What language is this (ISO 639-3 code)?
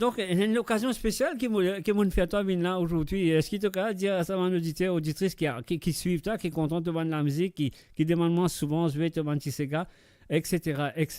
mfe